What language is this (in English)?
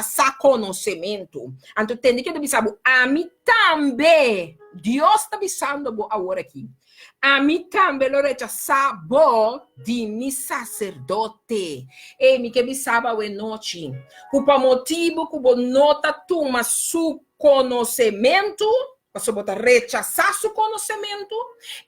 Papiamento